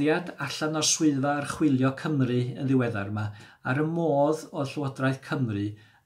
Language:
Welsh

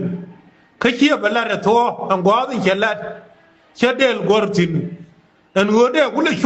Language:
Nuer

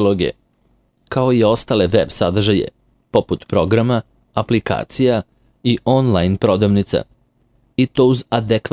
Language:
Serbian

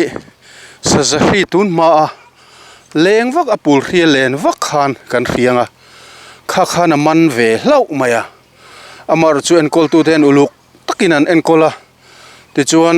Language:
Mizo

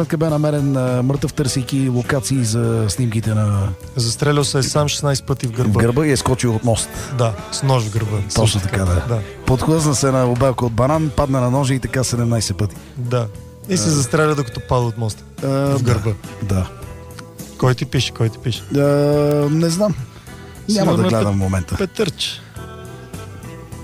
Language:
Bulgarian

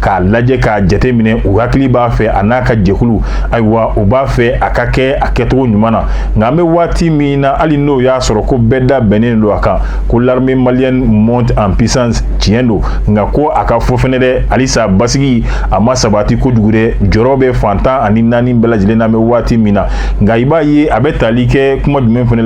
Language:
Bambara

